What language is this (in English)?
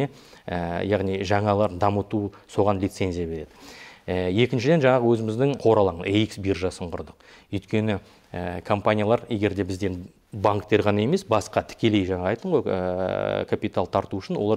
Kazakh